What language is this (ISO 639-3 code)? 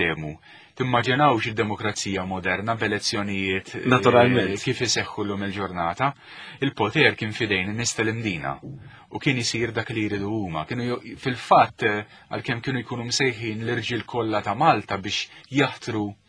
mlt